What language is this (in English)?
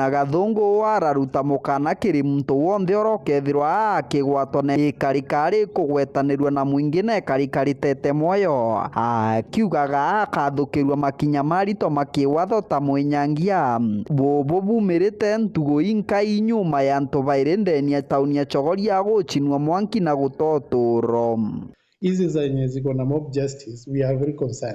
Meru